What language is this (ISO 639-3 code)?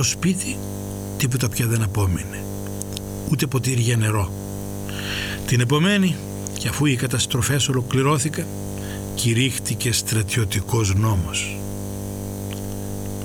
ell